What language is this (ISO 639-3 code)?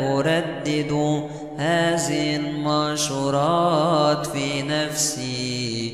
ara